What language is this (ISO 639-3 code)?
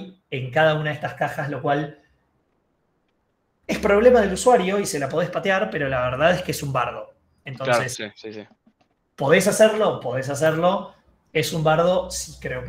spa